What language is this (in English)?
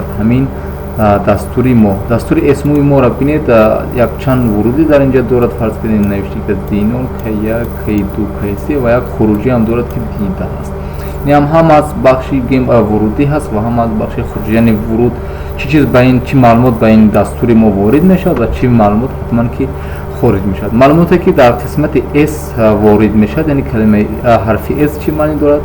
Tajik